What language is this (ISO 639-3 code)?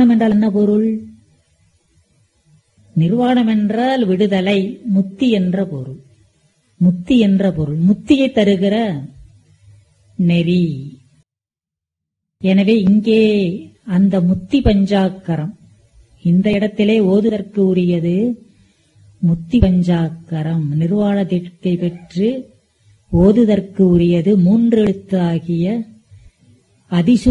tam